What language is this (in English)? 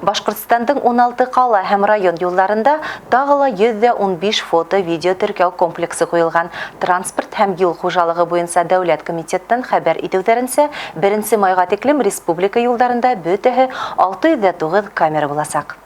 Bashkir